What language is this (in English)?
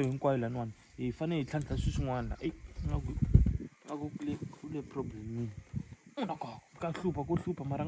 Tsonga